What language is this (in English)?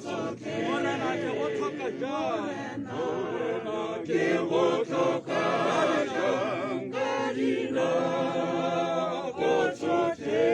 Tswana